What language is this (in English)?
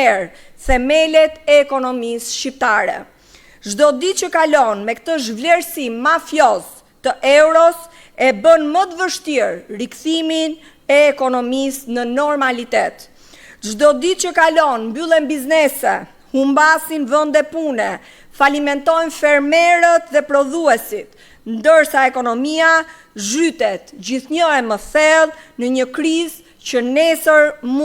Albanian